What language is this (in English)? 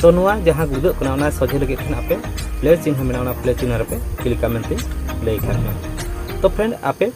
Santali